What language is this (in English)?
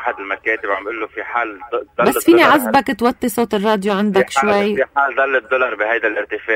North Levantine Arabic